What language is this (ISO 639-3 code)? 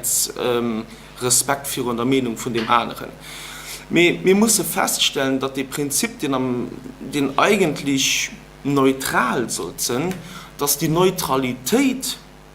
ltz